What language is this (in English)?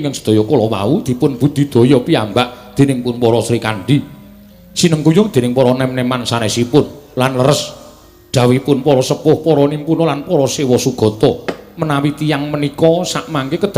Javanese